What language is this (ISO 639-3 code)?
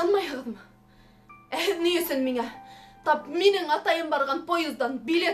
bak